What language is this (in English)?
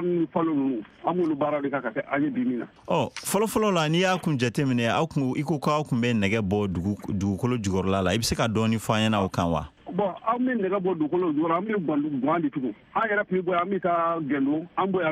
Bambara